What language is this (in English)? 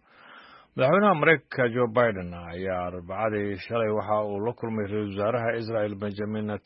Somali